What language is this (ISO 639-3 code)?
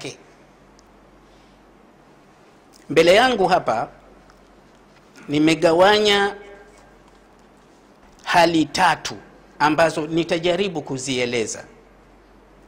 swa